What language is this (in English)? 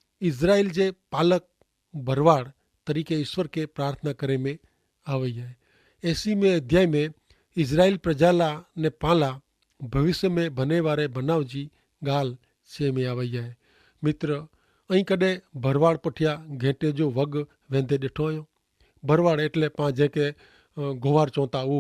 Kachhi